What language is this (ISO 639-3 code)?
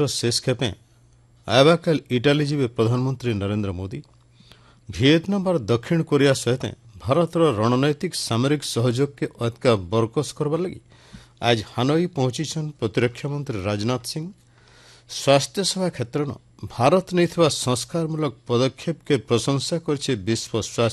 ori